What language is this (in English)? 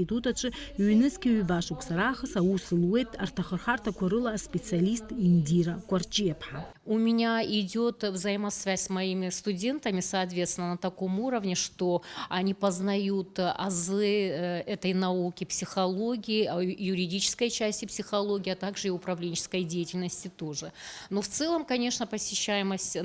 Abkhazian